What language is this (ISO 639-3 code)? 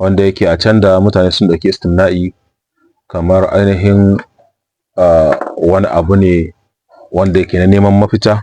hau